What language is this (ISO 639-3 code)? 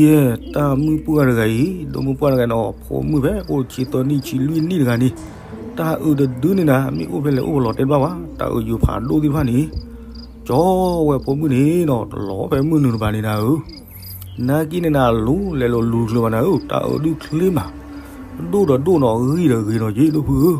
ksw